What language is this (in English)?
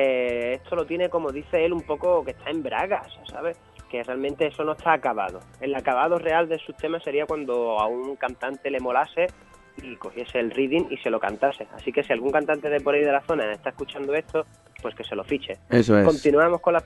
Spanish